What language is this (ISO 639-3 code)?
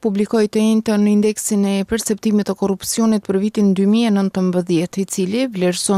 sqi